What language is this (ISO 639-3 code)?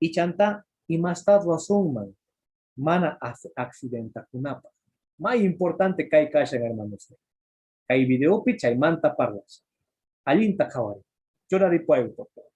que